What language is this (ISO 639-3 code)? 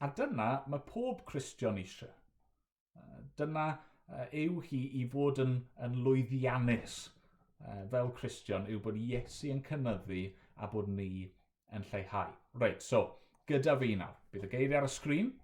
cym